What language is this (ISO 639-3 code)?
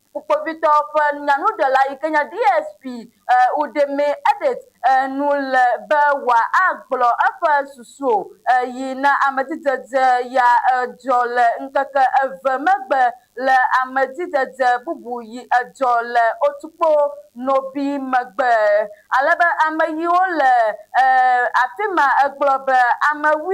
ewe